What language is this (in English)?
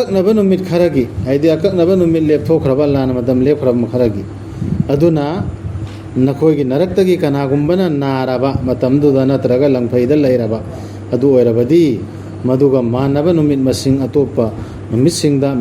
Manipuri